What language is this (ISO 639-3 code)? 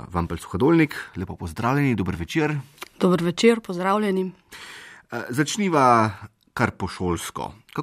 slv